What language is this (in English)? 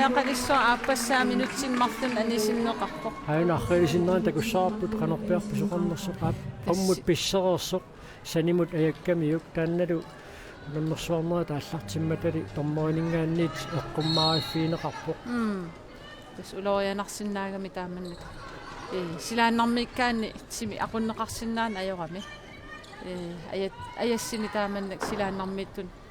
Kalaallisut